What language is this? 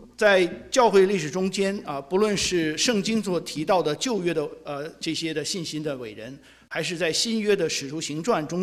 Chinese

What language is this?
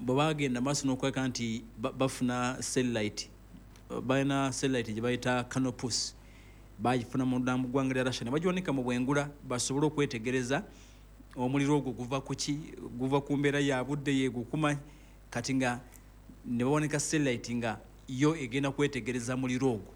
Ganda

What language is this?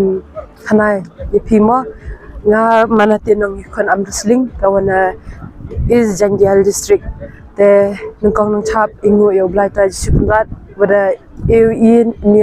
Khasi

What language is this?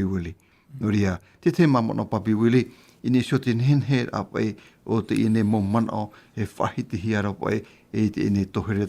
Tahitian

